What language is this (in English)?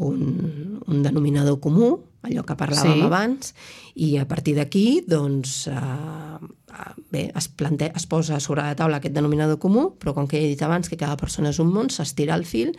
Catalan